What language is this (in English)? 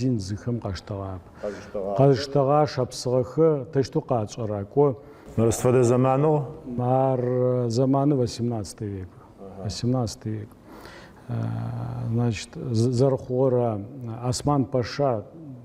Adyghe